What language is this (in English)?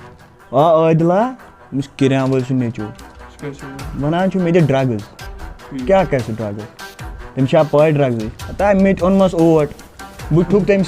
Kashmiri